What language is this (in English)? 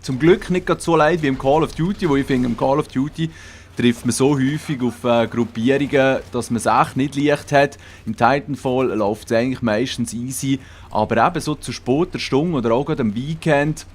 Swiss German